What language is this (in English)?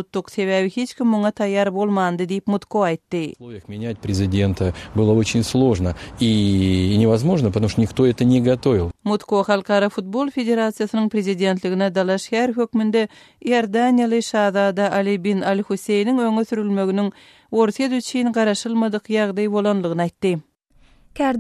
Turkmen